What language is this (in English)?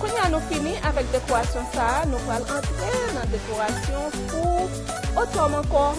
Haitian Creole